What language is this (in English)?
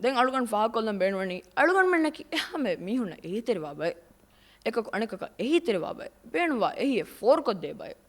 Divehi